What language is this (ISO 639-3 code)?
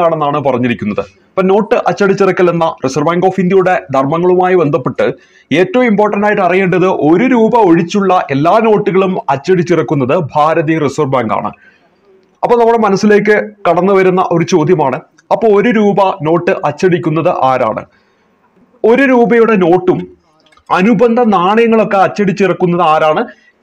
mal